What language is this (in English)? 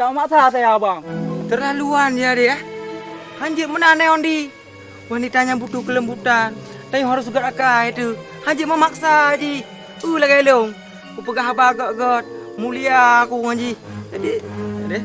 Achinese